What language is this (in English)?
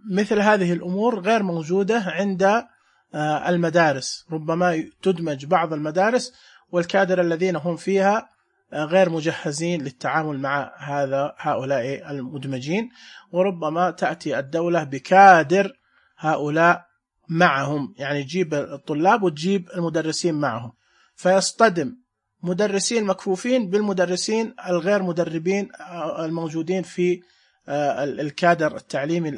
Najdi Arabic